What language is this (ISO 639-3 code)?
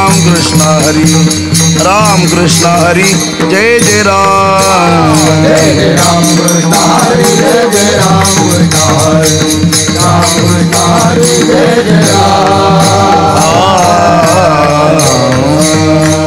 mar